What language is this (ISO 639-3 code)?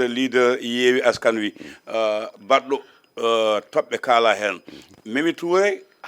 ful